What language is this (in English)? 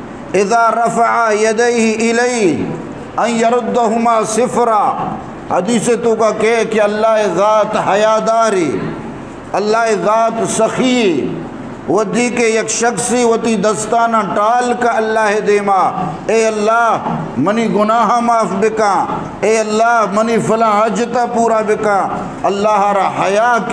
Eastern Balochi